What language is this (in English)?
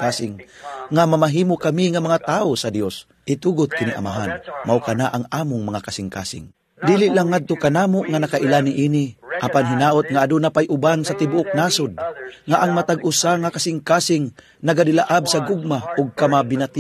Cebuano